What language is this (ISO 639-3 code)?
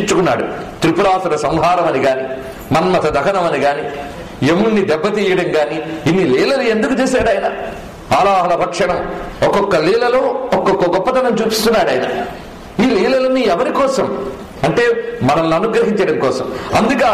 tel